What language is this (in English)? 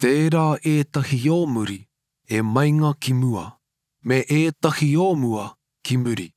Māori